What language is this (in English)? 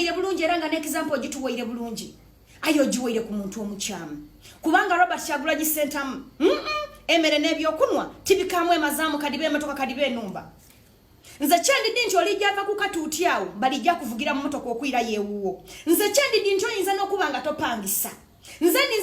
Ganda